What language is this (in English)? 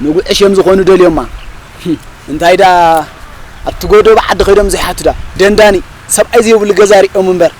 Tigrinya